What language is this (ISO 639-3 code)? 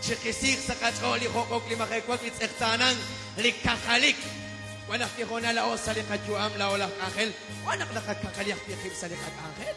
kek